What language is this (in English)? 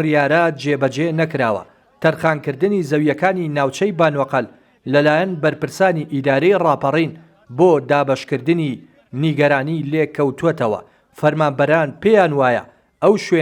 Central Kurdish